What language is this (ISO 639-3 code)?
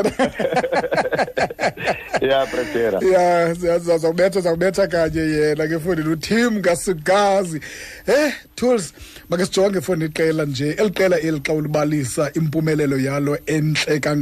xho